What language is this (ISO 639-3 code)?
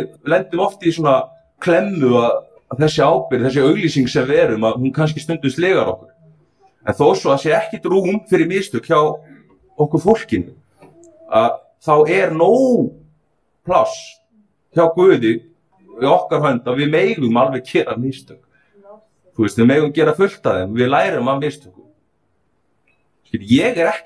isl